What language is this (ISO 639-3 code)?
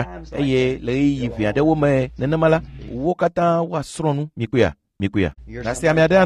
ewe